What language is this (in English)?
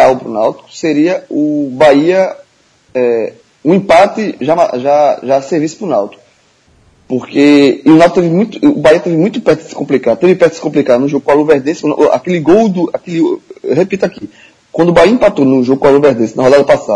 Portuguese